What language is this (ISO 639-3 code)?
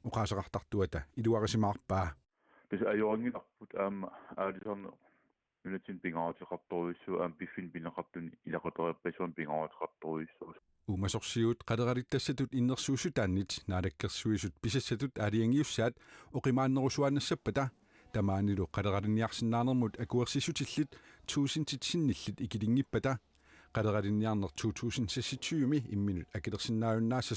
kal